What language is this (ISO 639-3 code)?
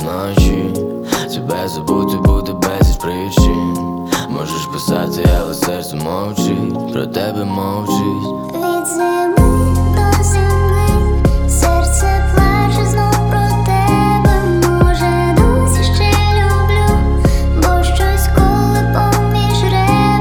ukr